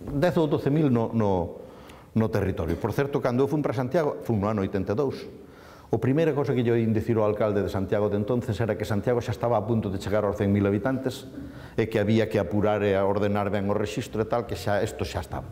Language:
Galician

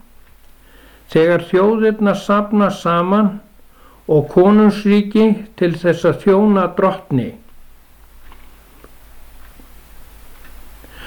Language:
Icelandic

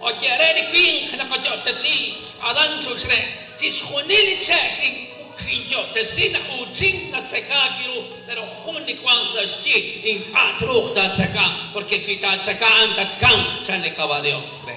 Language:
Kekchí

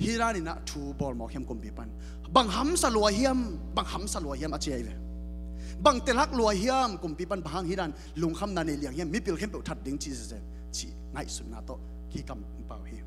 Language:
Tedim Chin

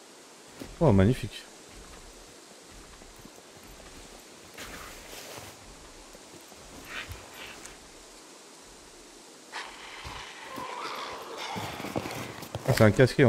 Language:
French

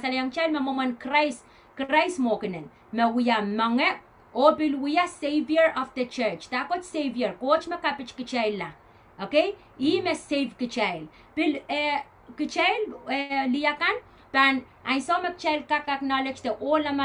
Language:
Pohnpeian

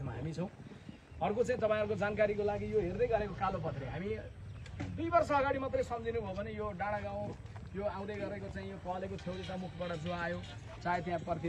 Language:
Nepali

